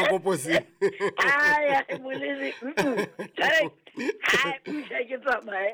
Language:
Southern Sotho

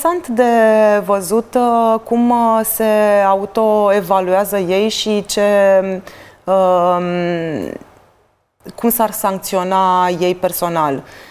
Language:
Romanian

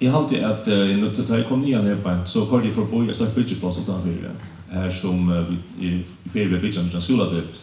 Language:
Faroese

